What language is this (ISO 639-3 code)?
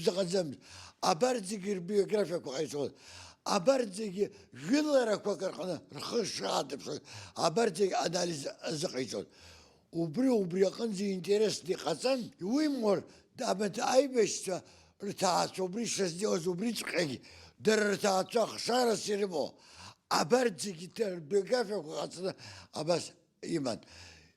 abk